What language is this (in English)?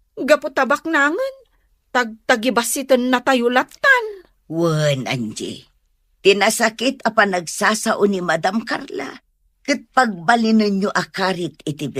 Iloko